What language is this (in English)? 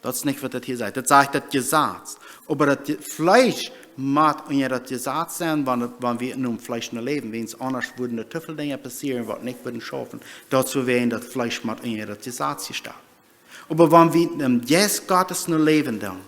Plautdietsch